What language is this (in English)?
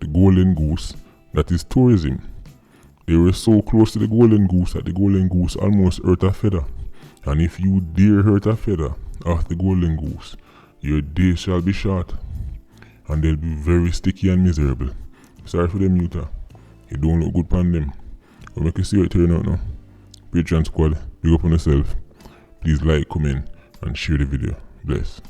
Jamaican Creole English